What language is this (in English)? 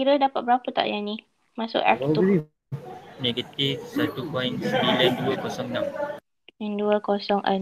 Malay